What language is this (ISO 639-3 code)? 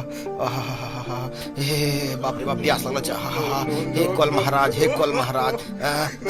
anp